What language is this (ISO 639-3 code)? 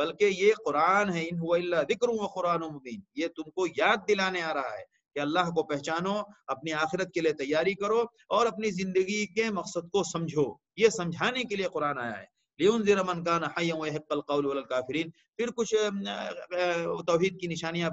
urd